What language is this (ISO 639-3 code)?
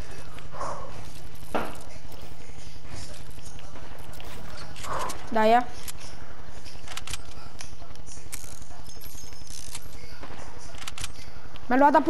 ita